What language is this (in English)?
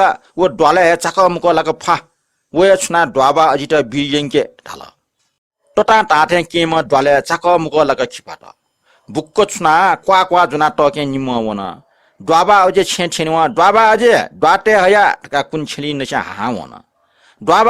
Newari